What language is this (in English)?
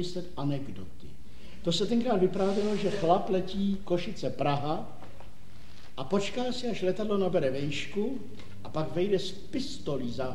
Czech